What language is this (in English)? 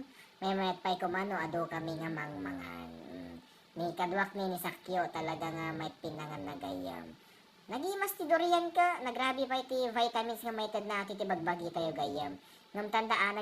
Iloko